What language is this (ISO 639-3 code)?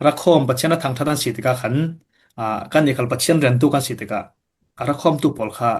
cfm